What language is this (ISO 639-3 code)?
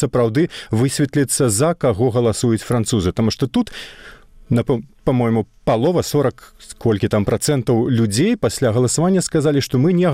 bel